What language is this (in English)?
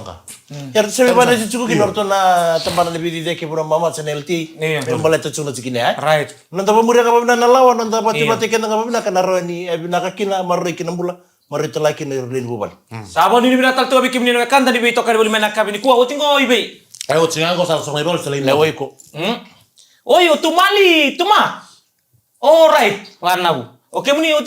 Fijian